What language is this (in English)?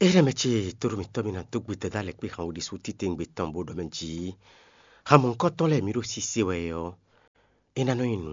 Fon